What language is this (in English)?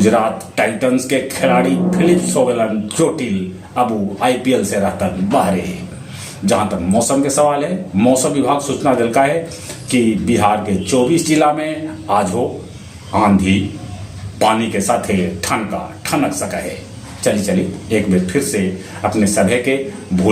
Magahi